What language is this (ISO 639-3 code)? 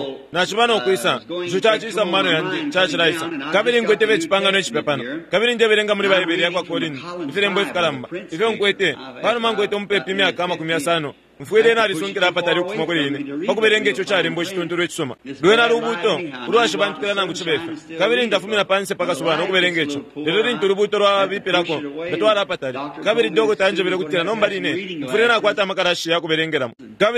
bem